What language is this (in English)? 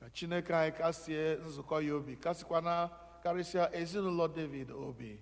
Igbo